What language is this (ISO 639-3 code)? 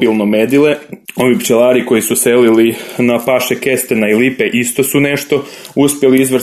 hrv